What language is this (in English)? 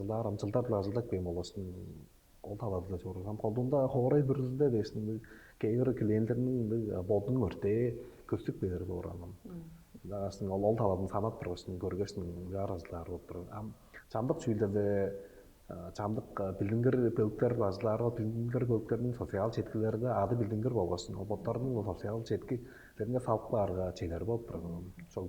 Tuvinian